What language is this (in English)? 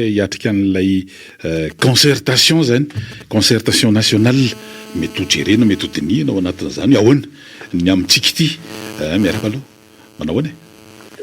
Malagasy